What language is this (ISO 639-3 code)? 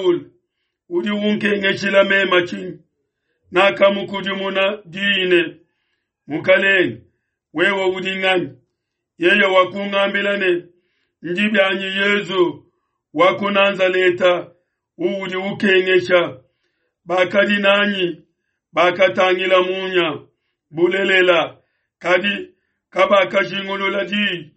lua